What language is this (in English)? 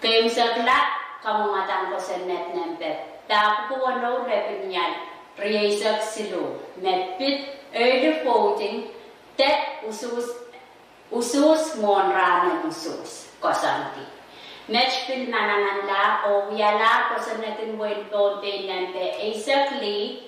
Pohnpeian